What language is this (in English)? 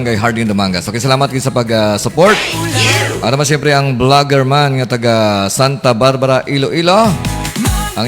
Hiligaynon